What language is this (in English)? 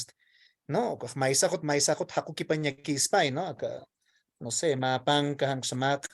Aymara